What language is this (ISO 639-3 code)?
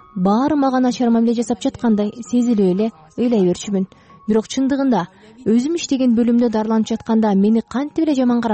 kir